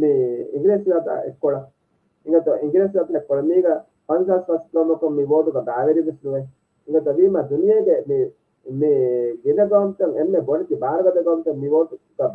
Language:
Divehi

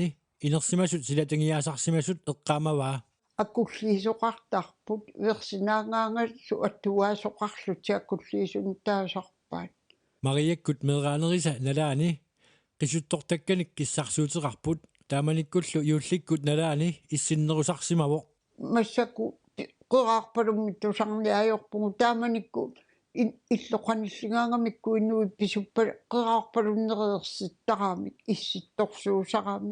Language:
Kalaallisut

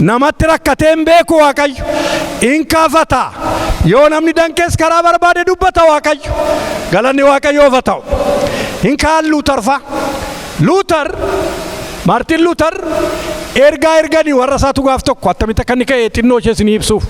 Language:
Oromo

